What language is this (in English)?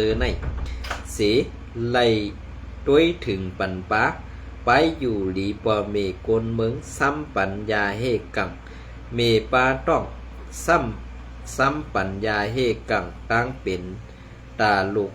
Shan